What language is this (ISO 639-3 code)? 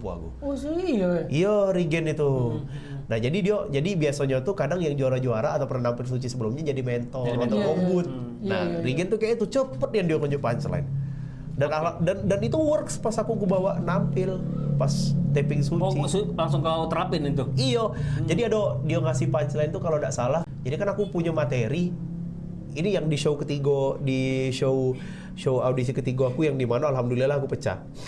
mui